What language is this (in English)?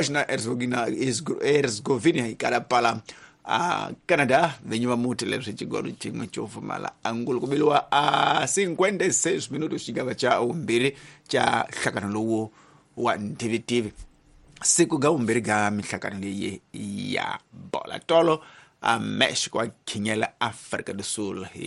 Tsonga